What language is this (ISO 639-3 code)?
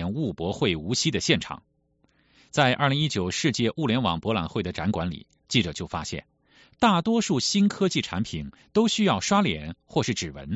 zho